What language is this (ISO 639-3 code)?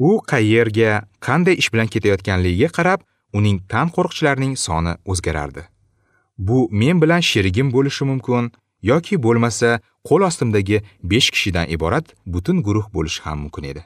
uzb